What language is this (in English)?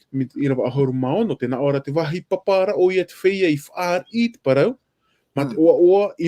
Tahitian